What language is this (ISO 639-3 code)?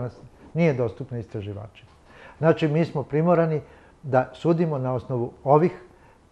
srp